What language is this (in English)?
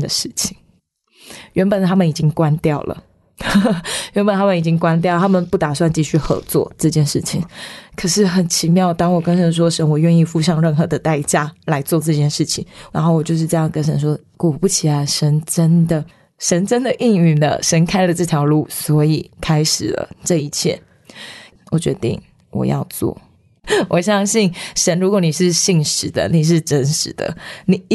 Chinese